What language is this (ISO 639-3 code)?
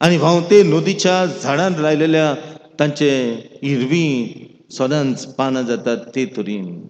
kok